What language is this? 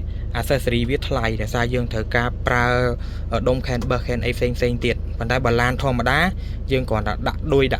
Khmer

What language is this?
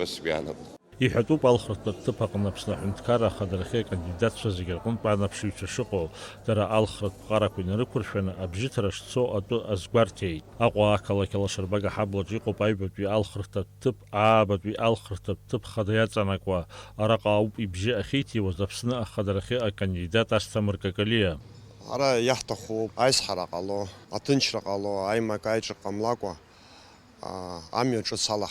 Abkhazian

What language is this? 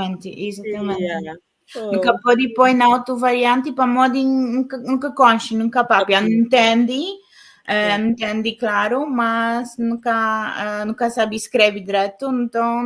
Kabuverdianu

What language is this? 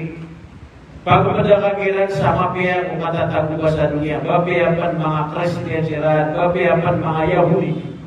Maranao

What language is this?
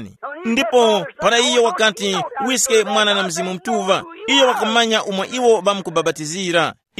Tumbuka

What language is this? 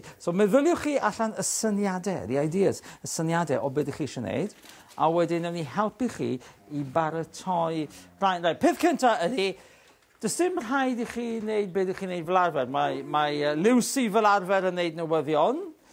Welsh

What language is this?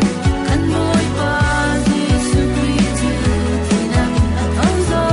Falam Chin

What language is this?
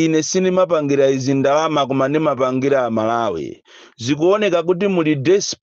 Nyanja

